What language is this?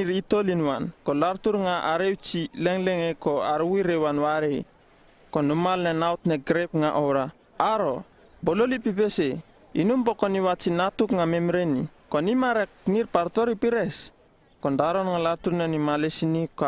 Uripiv-Wala-Rano-Atchin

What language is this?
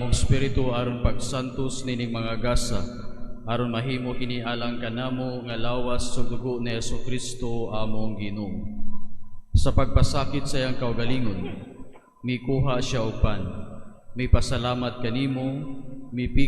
Cebuano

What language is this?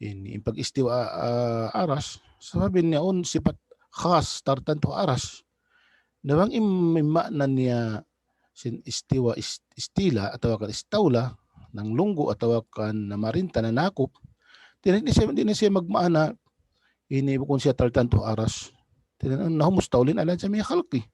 Tausug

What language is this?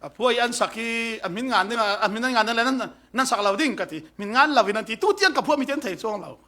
Falam Chin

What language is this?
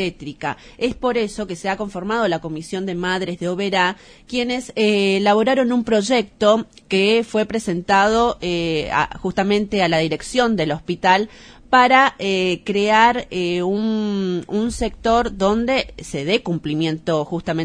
Spanish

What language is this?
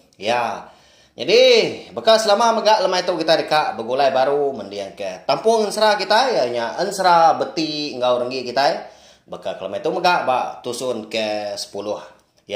Iban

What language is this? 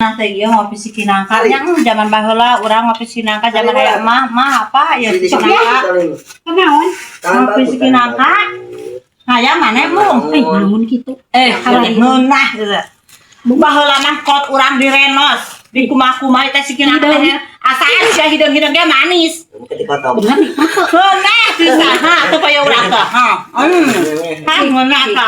Sundanese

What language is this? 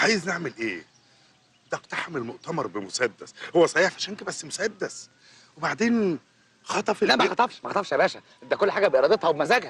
Egyptian Arabic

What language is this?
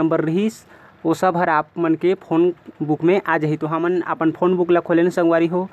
Chhattisgarhi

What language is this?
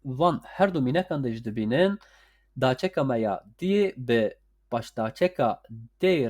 Kurdish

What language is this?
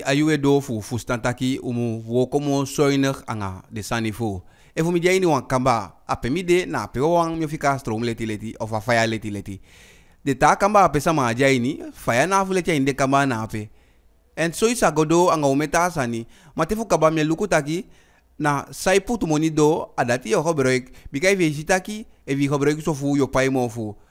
Eastern Maroon Creole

